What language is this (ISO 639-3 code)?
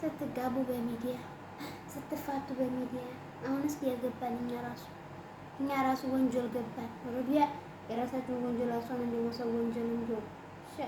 amh